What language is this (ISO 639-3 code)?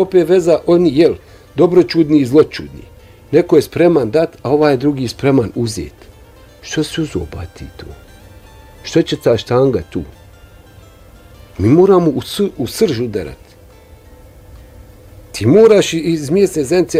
bos